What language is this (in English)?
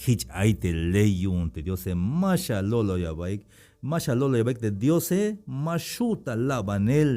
Tzeltal